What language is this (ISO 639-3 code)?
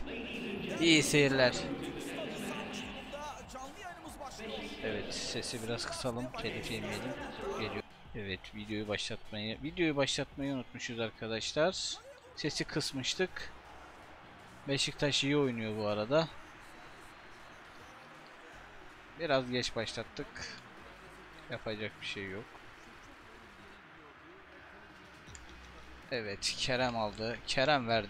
tur